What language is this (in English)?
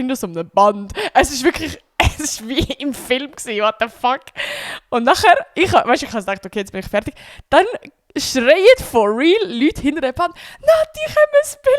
Swiss German